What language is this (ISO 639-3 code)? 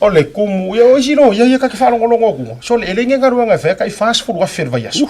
smo